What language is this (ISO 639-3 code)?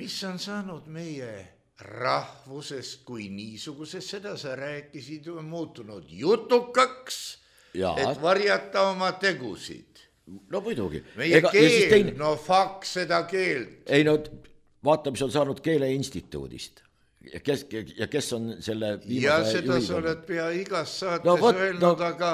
est